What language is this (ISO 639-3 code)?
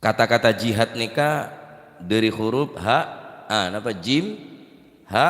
mad